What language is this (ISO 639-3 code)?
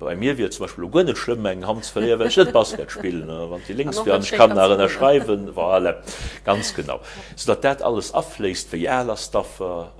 ltz